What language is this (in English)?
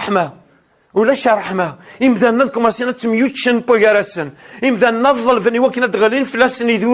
Kabyle